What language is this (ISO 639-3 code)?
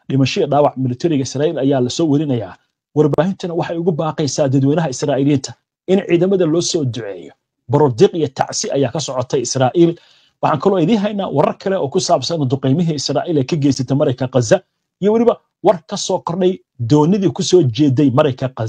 som